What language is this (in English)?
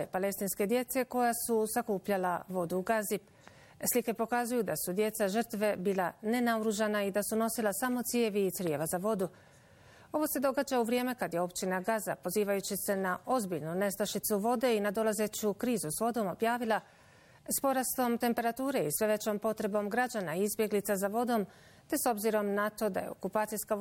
Bosnian